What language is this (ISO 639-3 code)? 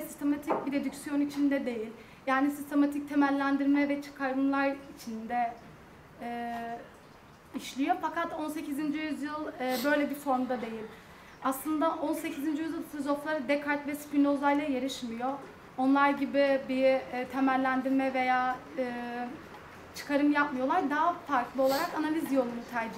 tur